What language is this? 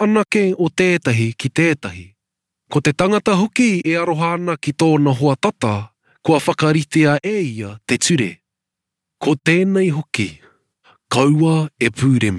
Māori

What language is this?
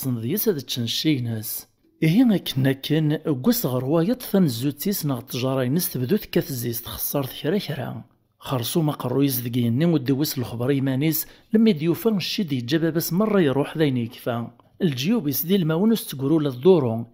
Kabyle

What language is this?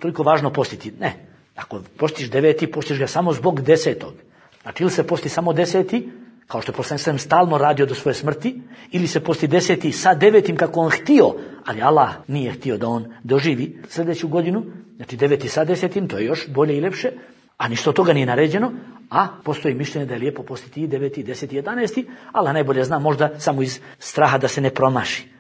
Bosnian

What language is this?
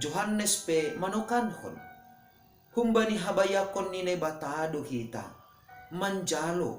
Batak Simalungun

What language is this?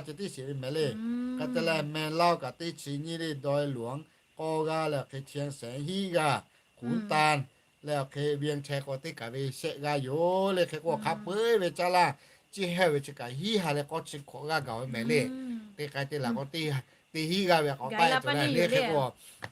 Lahu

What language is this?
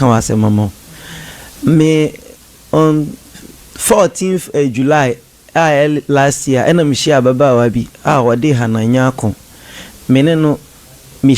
Akan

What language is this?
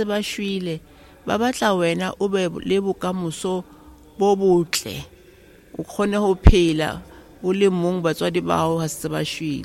Southern Sotho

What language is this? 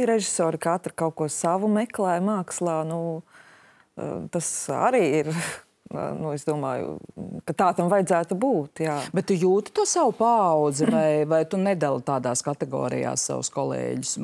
Latvian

